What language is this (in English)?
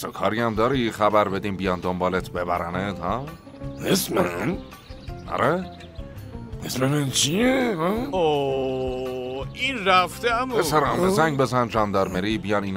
Persian